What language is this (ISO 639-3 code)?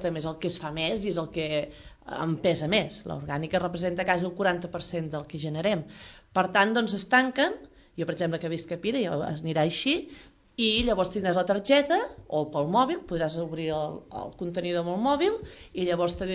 cat